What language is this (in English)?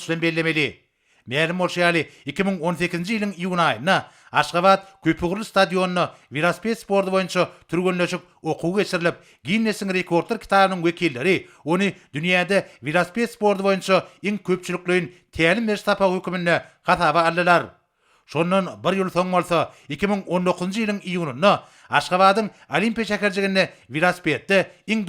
Turkmen